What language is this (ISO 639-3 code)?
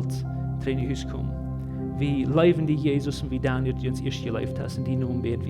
pdt